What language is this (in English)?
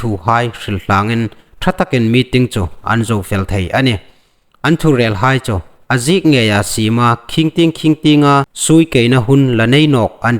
Hmar